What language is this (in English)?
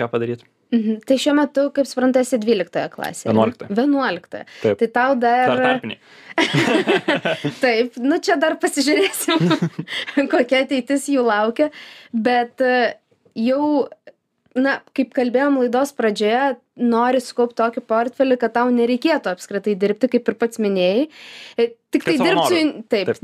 Lithuanian